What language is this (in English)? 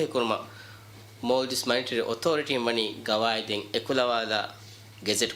Divehi